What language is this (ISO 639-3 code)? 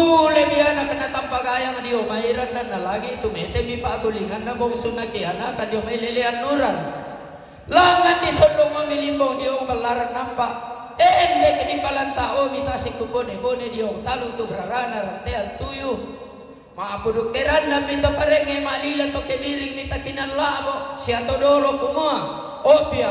sda